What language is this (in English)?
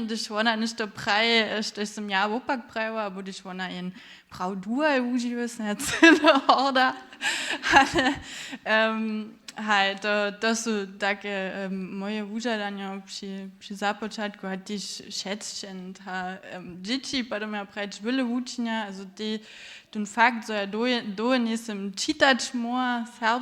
Upper Sorbian